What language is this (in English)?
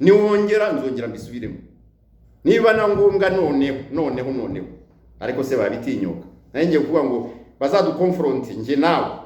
Kinyarwanda